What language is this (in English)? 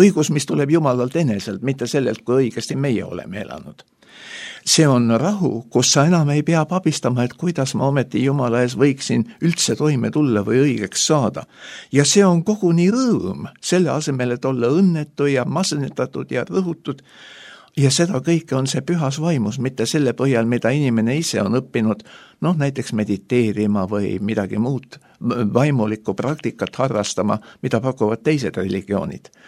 Estonian